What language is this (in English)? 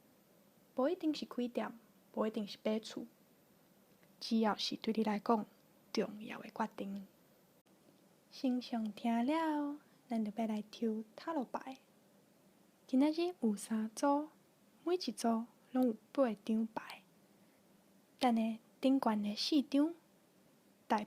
Min Nan Chinese